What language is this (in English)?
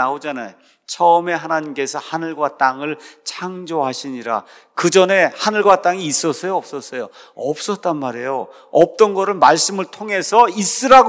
Korean